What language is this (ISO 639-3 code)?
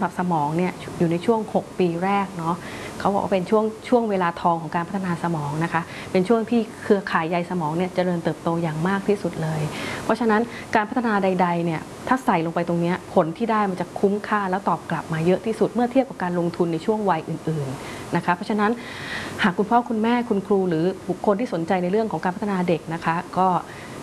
tha